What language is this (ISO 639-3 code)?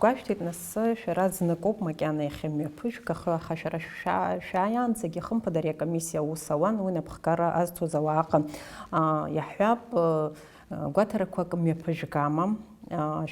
abk